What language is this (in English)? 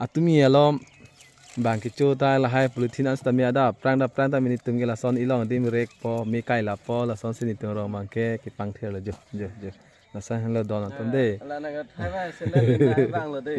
Karbi